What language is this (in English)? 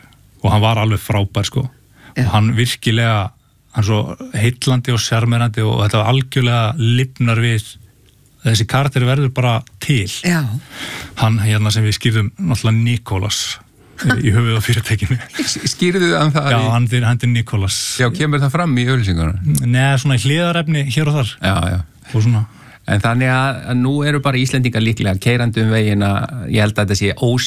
Icelandic